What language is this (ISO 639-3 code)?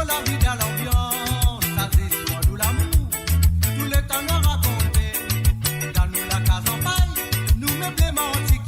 mfe